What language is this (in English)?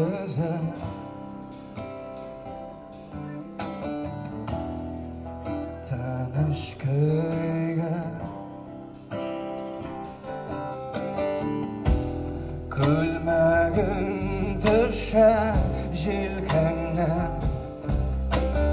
Kazakh